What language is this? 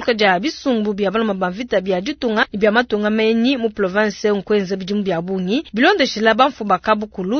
Luba-Lulua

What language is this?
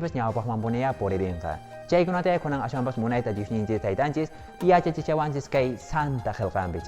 Quechua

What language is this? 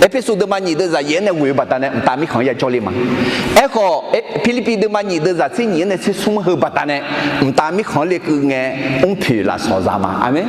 Akha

